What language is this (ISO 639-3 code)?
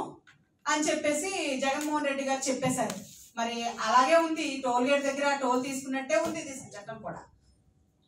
tel